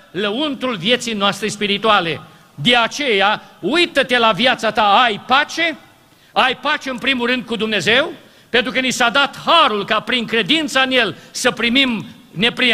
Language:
Romanian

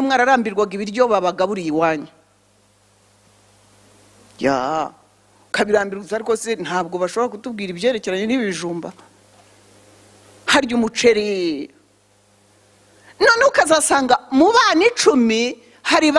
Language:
Kinyarwanda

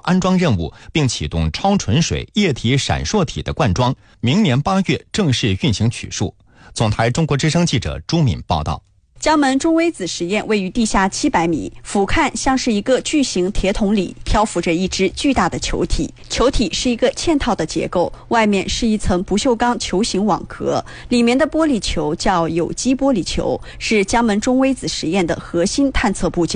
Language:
Chinese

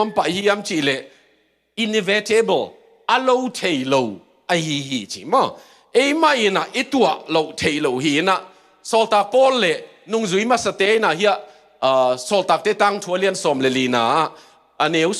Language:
Tedim Chin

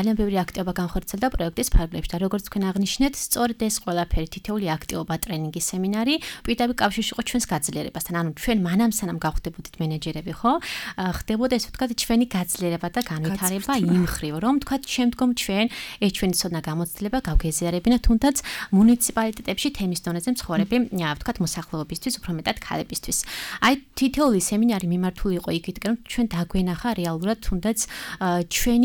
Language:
Georgian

